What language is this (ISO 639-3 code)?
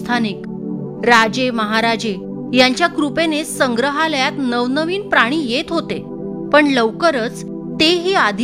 mar